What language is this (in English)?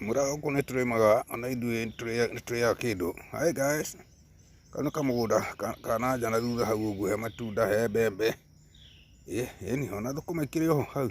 Kikuyu